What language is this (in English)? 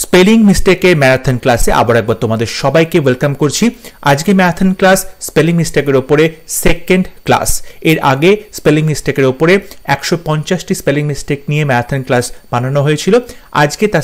Bangla